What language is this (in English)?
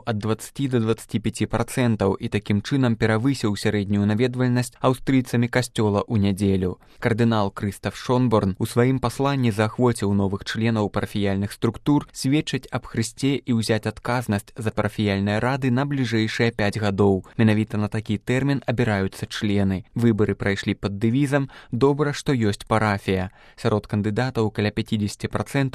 Belarusian